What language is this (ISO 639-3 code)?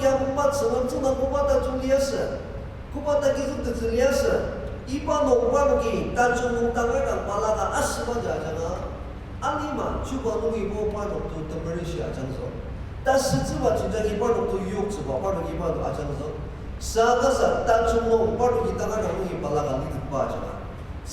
njo